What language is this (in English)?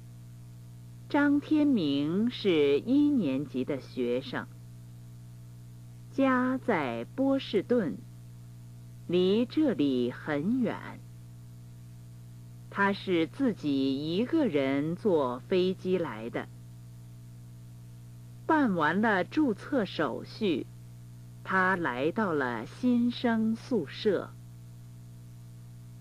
Chinese